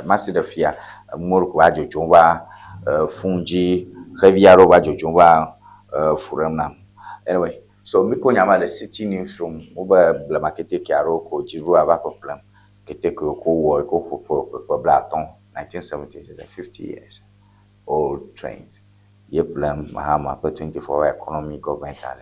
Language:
Ewe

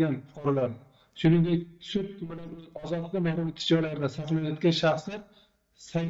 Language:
Uzbek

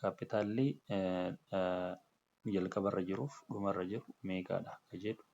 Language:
Oromo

